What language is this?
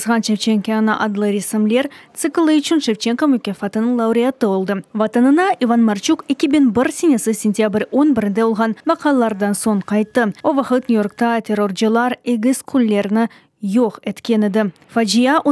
Crimean Tatar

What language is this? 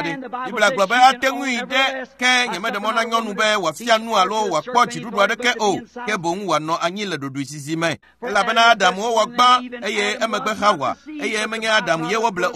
Ewe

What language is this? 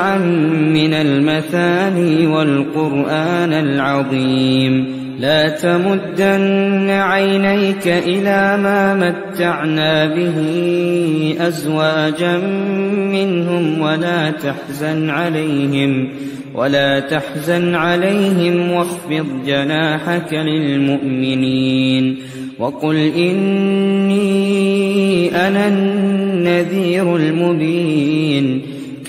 Arabic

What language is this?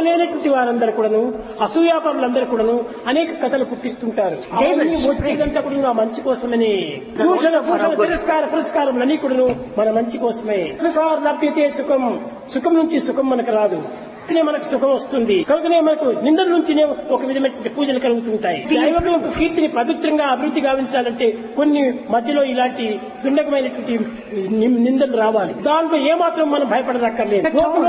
Telugu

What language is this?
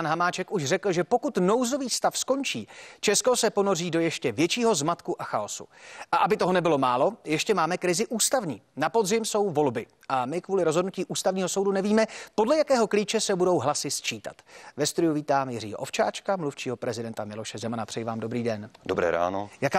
Czech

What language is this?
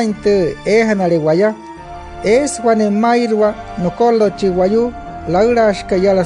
Wayuu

